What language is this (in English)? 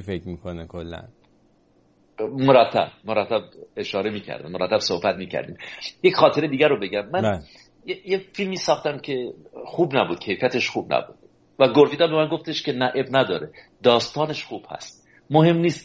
Persian